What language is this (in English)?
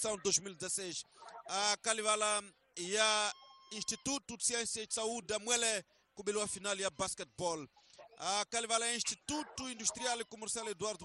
Tsonga